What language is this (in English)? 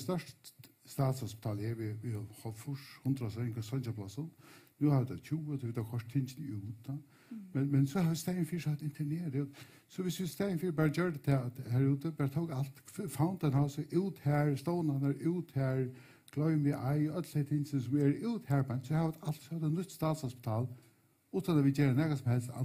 Faroese